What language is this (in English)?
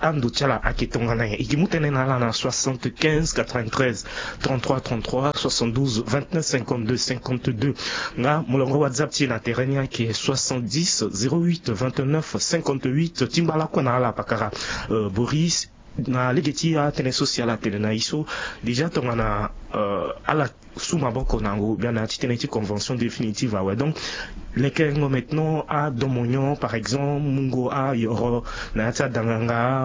Sango